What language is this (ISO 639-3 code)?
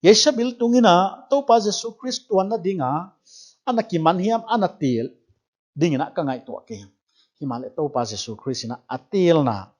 pck